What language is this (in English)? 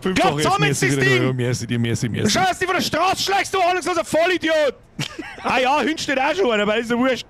Bavarian